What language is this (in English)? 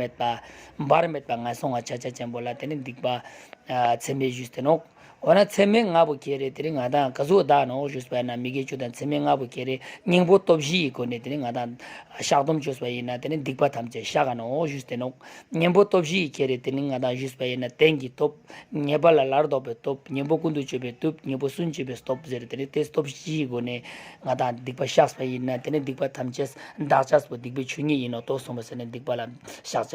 Ladakhi